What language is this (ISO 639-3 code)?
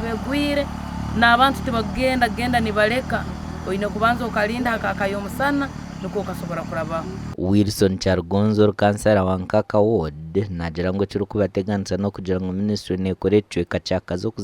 nyn